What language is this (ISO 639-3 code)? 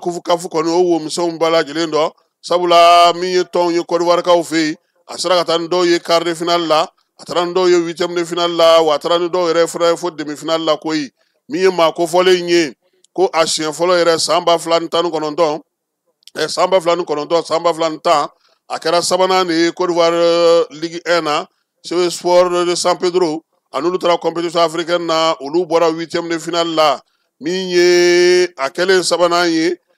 bam